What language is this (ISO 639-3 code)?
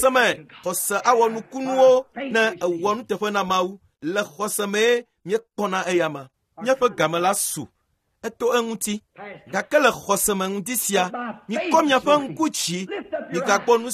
ewe